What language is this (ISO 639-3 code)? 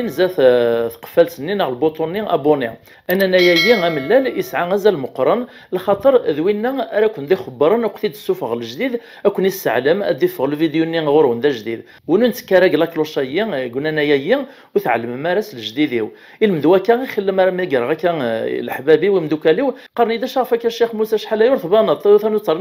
kab